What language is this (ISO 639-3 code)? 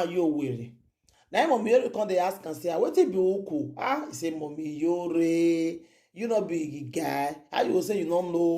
pcm